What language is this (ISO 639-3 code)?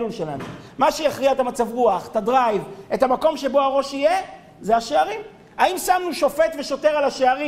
heb